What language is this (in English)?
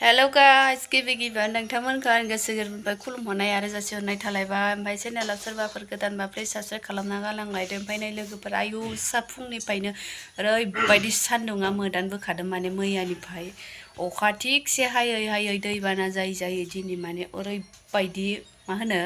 Bodo